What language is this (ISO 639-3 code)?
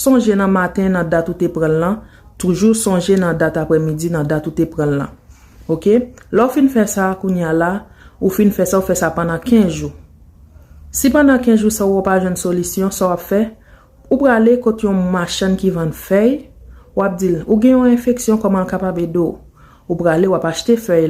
hat